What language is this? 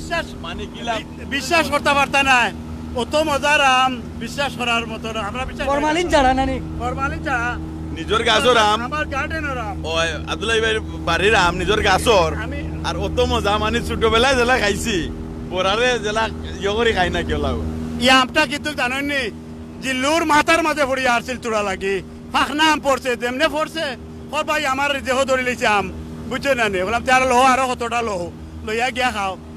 Sylheti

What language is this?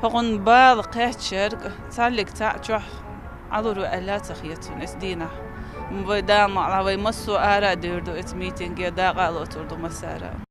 Chechen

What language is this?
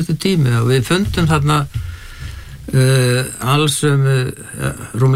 Icelandic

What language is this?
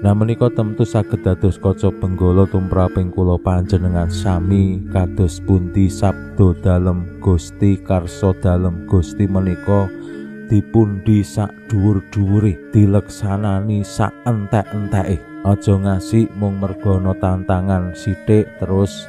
Javanese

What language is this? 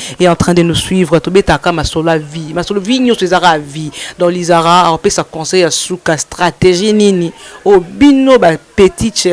Lingala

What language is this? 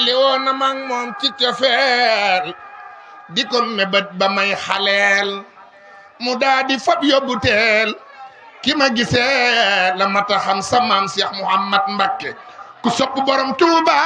Wolof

